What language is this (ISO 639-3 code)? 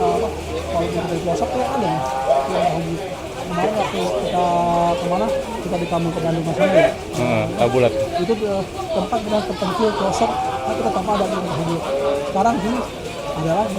bew